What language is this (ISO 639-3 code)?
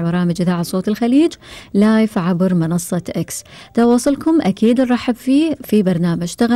afb